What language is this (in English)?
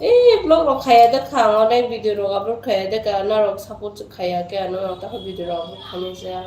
Kok Borok